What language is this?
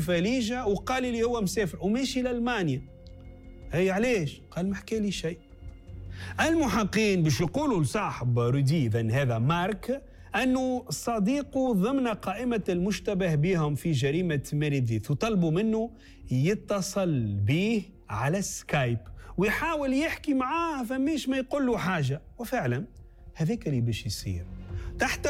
Tunisian Arabic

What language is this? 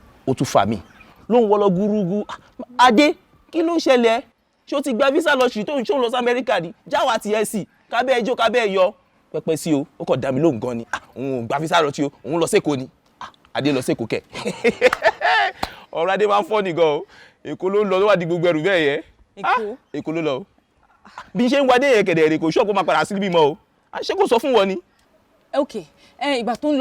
Yoruba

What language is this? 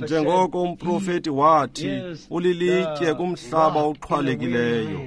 Xhosa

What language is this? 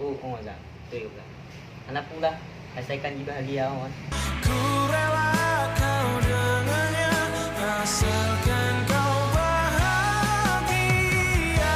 Achinese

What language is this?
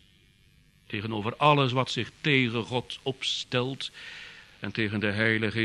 Dutch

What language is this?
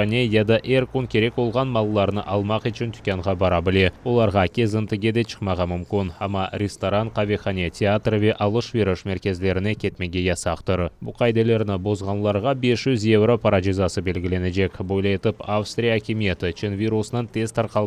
Crimean Tatar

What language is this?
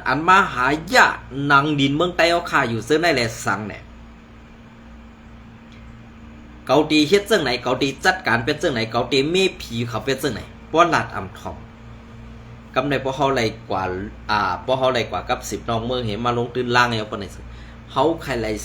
Shan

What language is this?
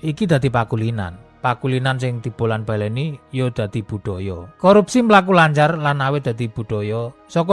Javanese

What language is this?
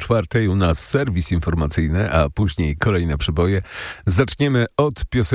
Polish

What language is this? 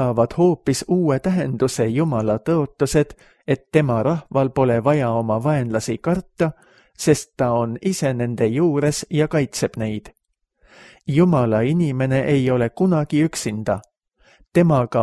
Estonian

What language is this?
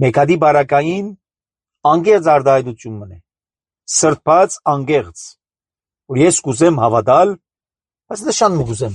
Armenian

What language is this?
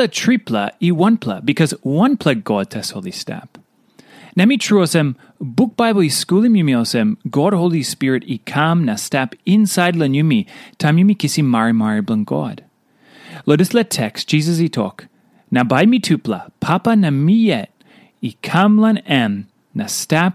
Tok Pisin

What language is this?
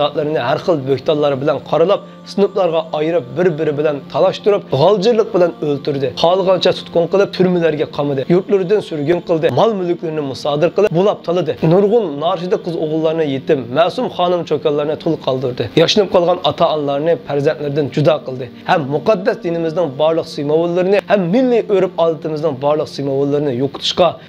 Uyghur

